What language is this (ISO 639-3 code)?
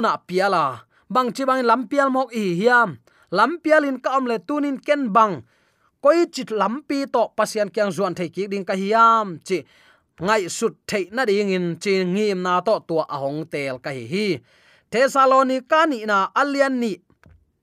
ctd